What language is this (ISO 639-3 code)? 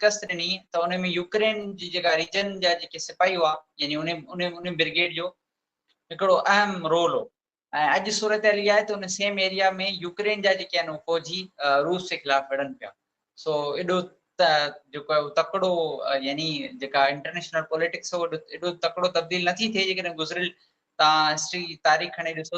snd